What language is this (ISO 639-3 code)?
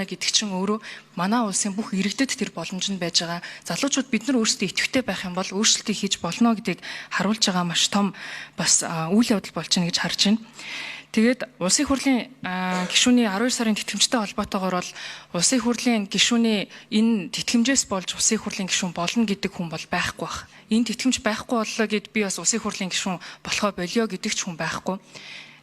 mon